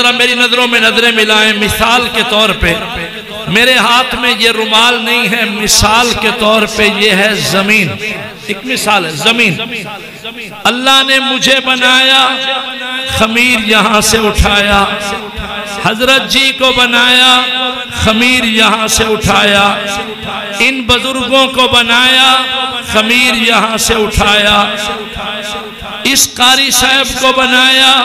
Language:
Urdu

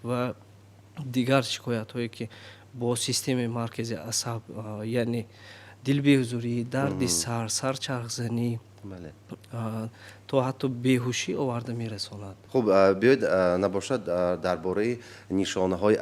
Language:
Tajik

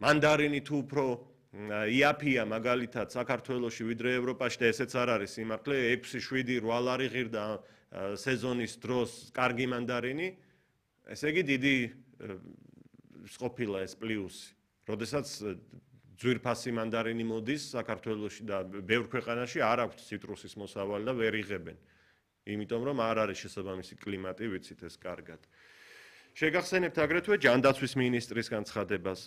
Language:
Georgian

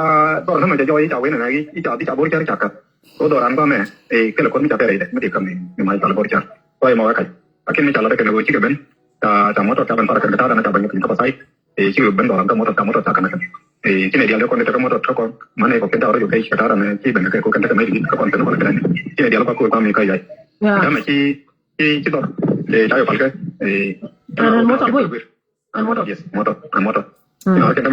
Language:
Nuer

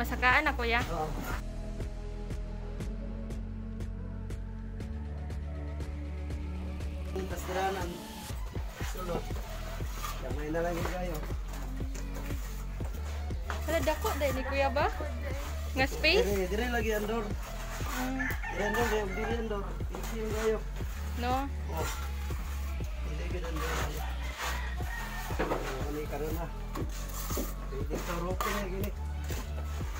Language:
Cebuano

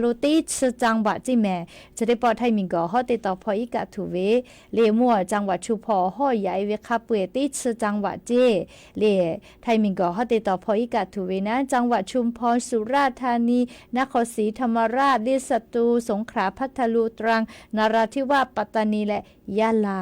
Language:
Lahu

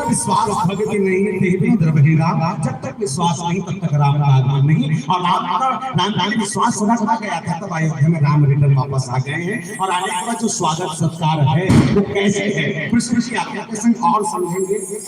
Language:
Chhattisgarhi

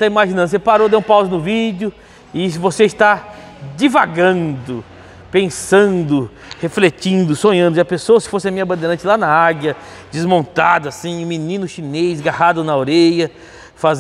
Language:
Portuguese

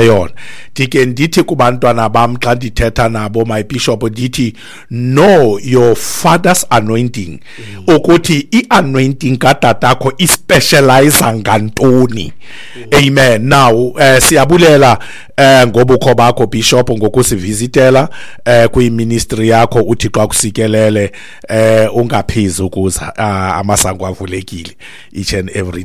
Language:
Xhosa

